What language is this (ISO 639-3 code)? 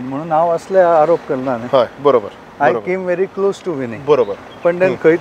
kok